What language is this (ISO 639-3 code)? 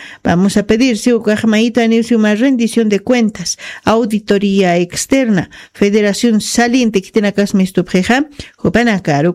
aym